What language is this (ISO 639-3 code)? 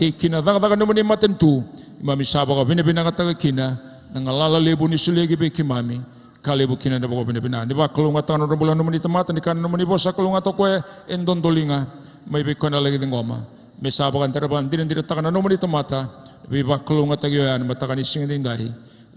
fij